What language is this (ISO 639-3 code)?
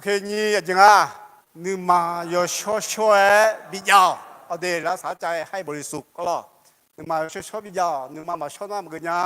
ahk